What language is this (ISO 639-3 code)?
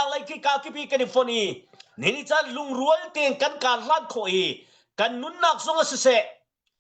cnh